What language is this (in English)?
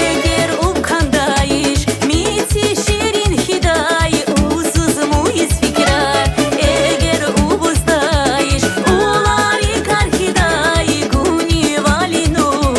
Tabassaran